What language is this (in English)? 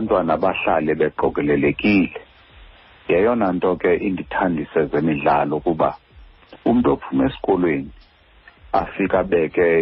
Xhosa